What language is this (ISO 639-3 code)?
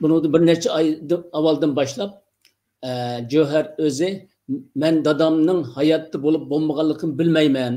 uig